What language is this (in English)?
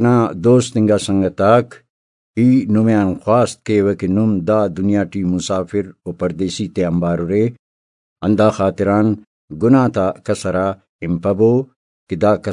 Brahui